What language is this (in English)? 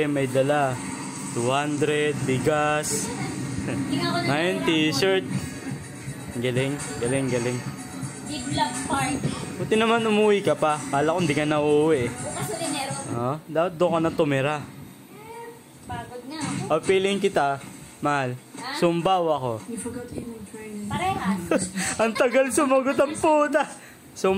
Filipino